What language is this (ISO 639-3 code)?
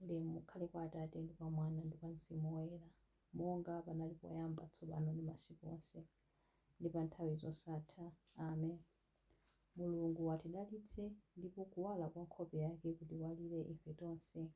nya